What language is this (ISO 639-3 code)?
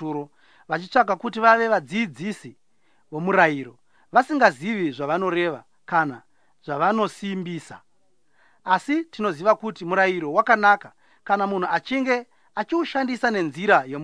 sna